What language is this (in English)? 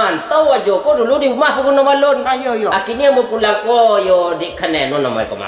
Minangkabau